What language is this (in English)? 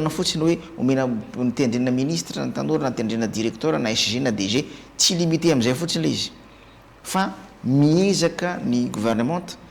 Malagasy